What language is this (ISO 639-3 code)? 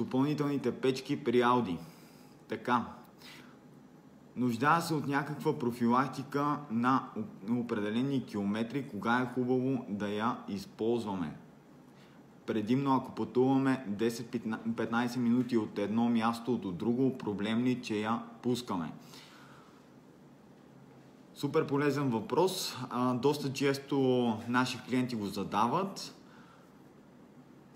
bul